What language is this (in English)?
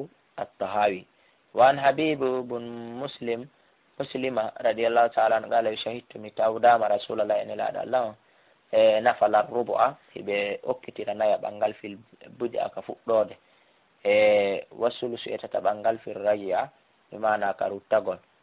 Fula